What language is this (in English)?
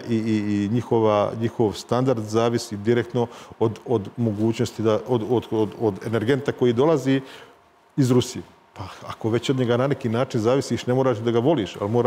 Serbian